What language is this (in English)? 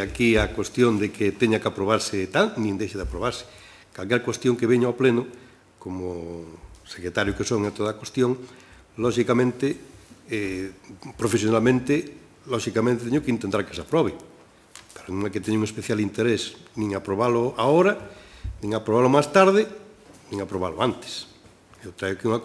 Galician